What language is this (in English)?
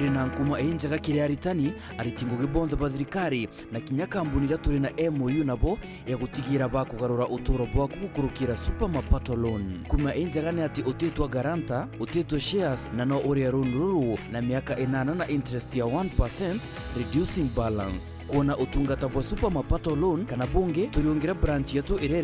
Meru